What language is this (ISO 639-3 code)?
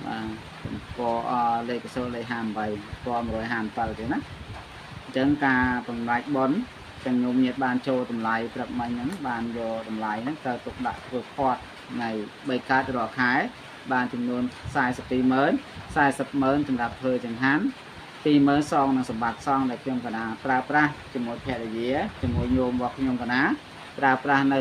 khm